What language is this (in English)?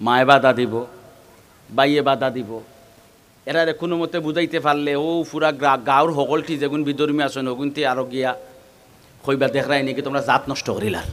Sylheti